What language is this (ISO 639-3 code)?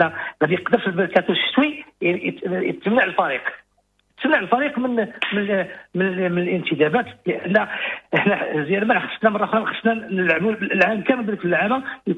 ary